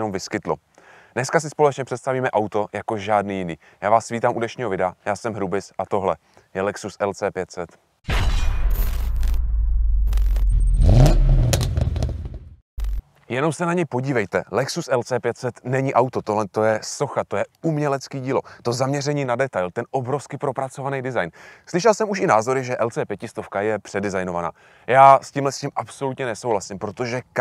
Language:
Czech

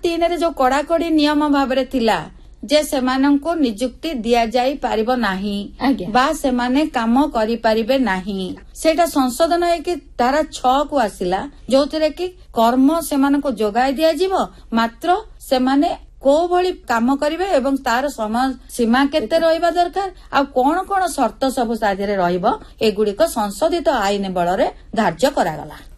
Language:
Odia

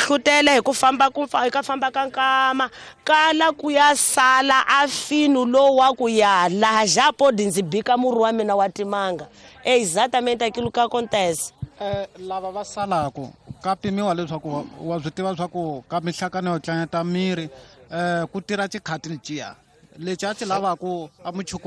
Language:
Tsonga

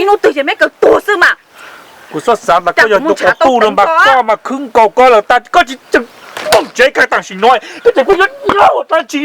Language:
Hmong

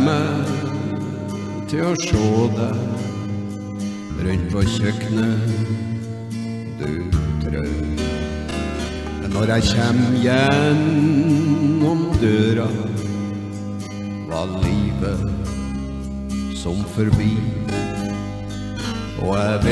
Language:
Norwegian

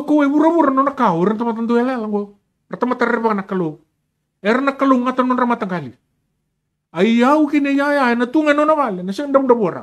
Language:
Fijian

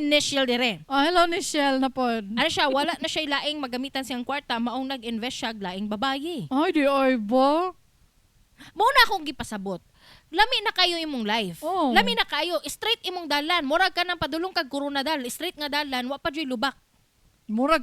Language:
Cebuano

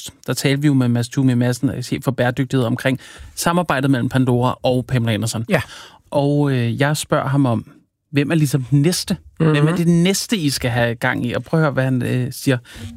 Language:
Danish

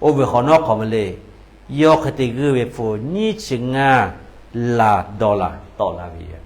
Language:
Lahu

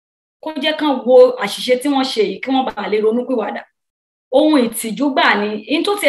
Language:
Yoruba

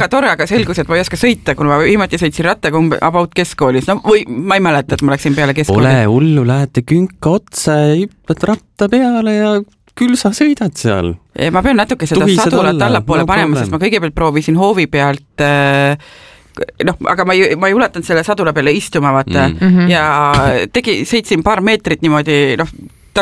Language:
Estonian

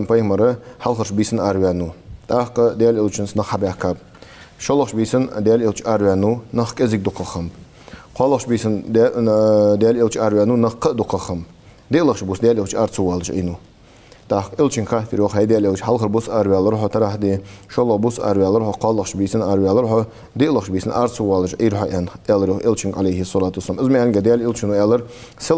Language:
Ingush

